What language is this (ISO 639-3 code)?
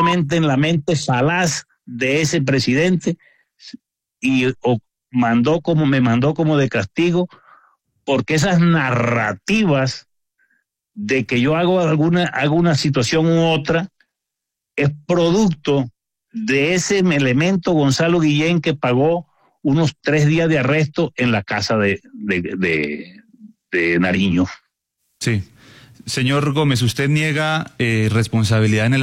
spa